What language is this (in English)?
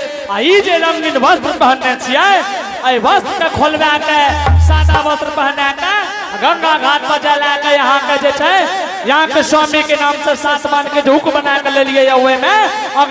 Angika